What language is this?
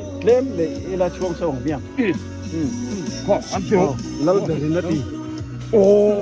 Biete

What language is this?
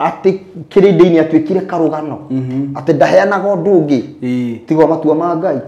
Kikuyu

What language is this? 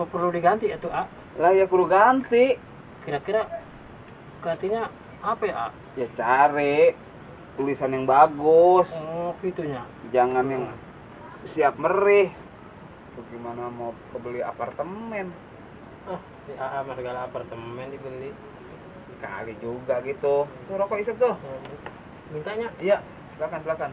Betawi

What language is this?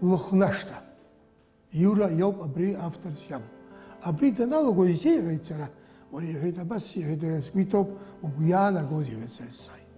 Abkhazian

